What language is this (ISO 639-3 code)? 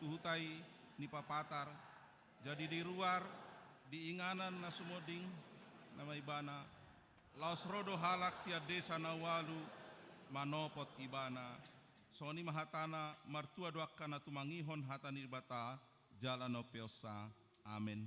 bbc